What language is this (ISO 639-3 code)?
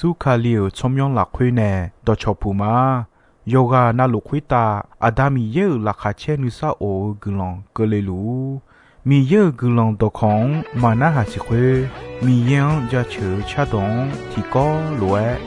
ahk